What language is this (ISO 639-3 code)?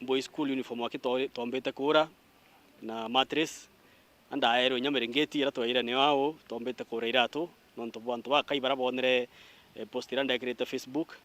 mer